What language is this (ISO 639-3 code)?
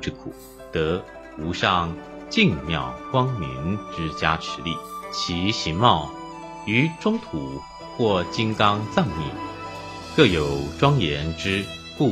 zho